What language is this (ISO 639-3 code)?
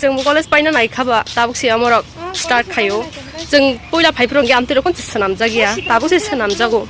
trp